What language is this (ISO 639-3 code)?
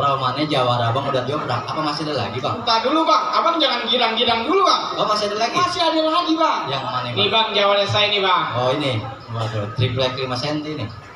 bew